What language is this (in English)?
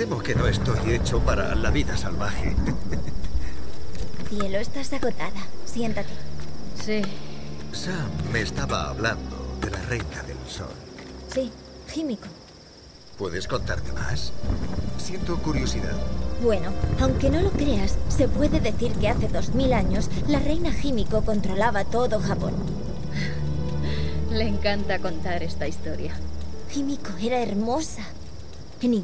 Spanish